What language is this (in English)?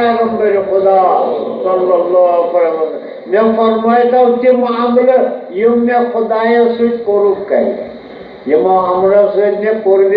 Kashmiri